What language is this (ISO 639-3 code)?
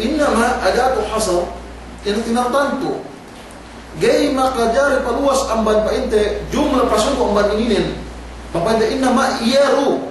yka